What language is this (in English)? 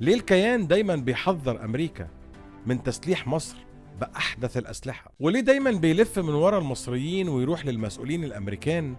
Egyptian Arabic